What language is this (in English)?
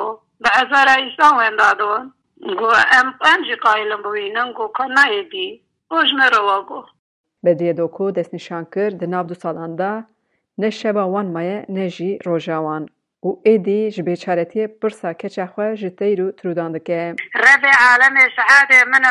Kurdish